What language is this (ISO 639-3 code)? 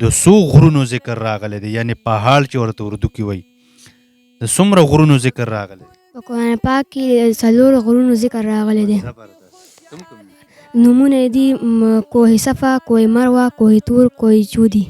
pus